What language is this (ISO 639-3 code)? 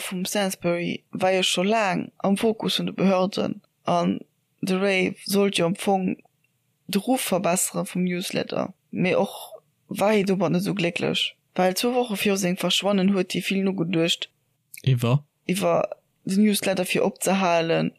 ltz